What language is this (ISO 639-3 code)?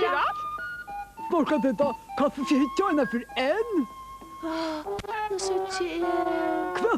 fao